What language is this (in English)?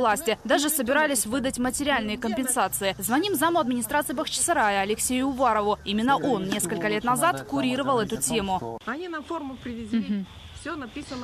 Russian